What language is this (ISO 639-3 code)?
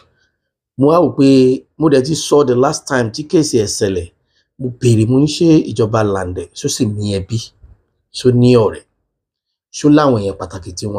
yor